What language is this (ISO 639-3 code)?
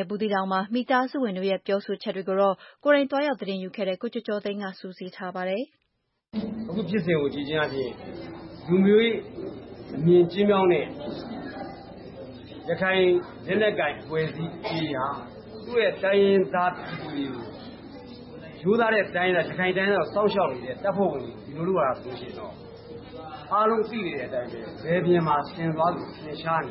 mya